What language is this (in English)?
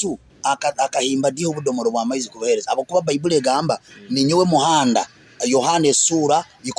Nyoro